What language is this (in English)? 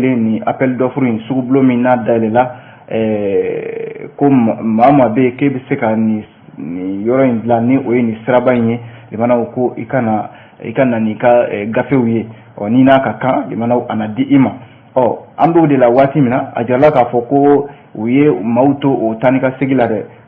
Bambara